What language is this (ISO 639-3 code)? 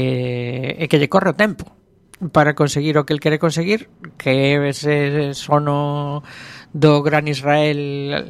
glg